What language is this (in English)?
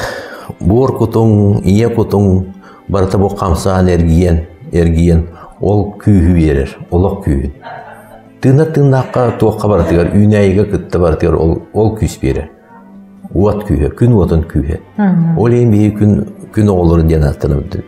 Yakut